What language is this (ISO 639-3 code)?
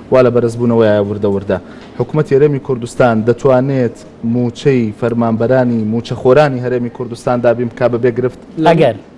ckb